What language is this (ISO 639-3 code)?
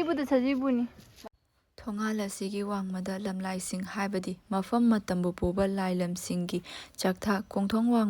mni